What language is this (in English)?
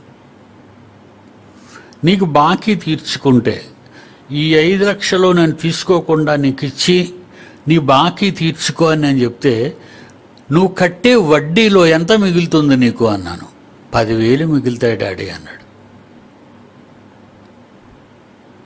Telugu